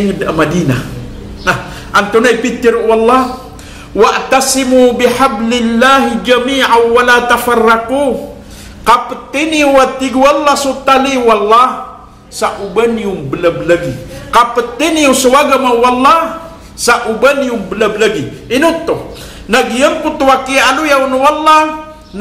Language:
Maranao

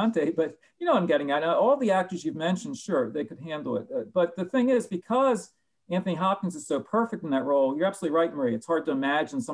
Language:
English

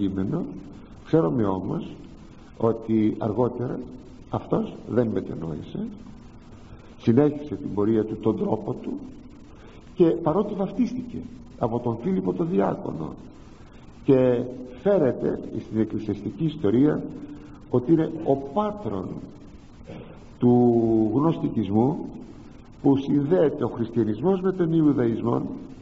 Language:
Greek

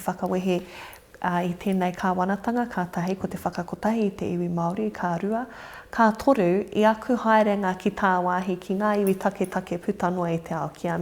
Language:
Māori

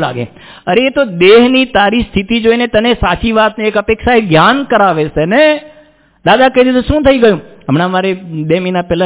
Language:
Gujarati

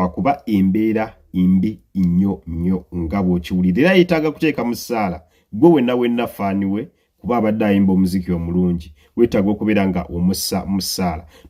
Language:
Ganda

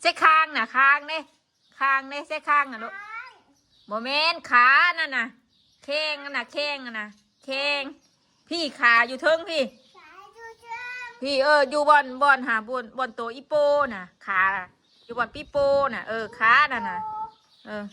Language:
Northeastern Thai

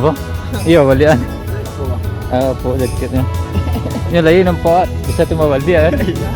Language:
Minangkabau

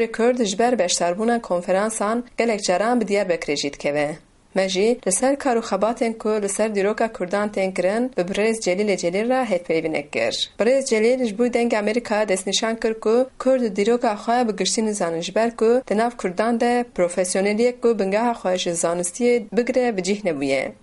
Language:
Kurdish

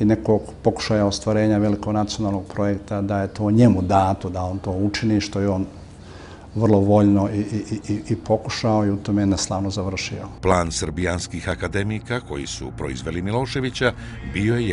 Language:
Bosnian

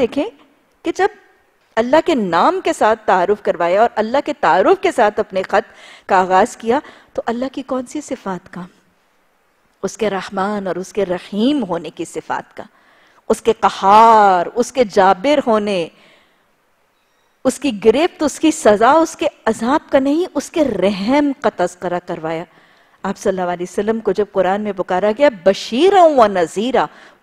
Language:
Urdu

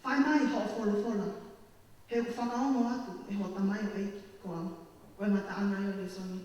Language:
Tongan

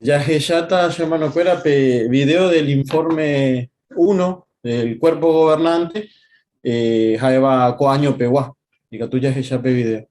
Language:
Guarani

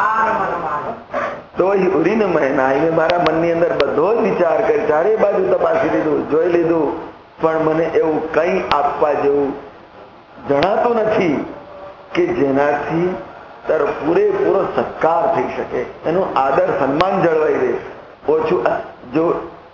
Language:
Gujarati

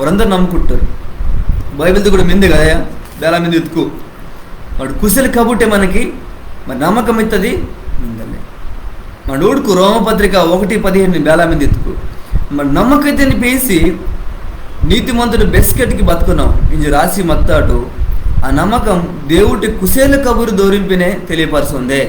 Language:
Koya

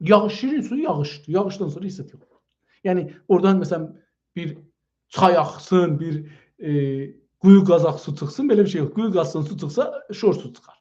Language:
South Azerbaijani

